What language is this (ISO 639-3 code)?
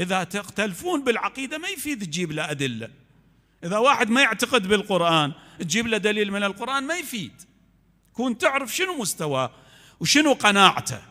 acm